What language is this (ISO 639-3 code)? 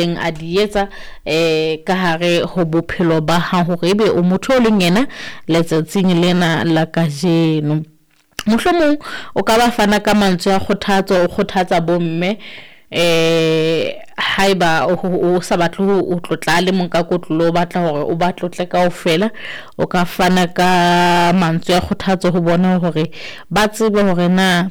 sot